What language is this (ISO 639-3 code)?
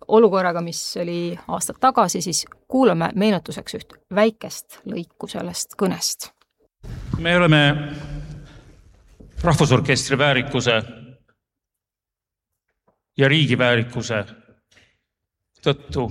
est